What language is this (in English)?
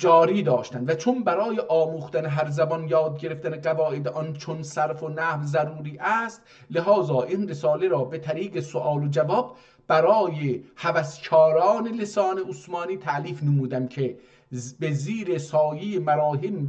South Azerbaijani